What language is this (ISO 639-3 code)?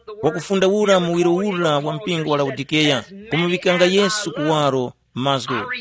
tum